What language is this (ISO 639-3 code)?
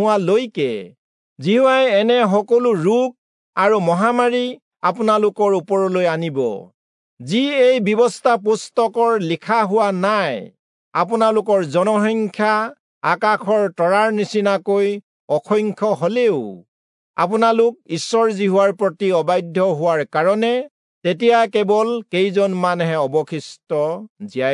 asm